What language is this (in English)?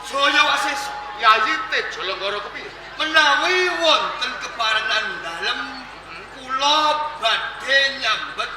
Javanese